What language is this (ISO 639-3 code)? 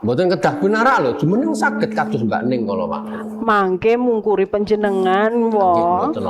jav